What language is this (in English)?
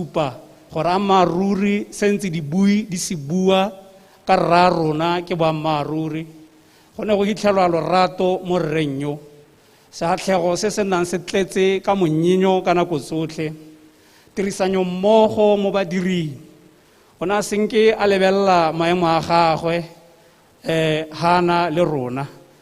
Tswana